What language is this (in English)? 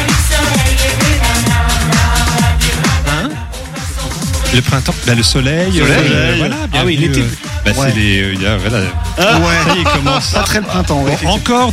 French